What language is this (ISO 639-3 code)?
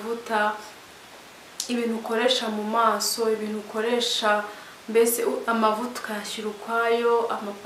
kin